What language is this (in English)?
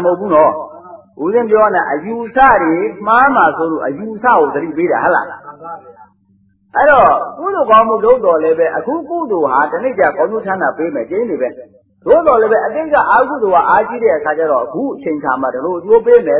Burmese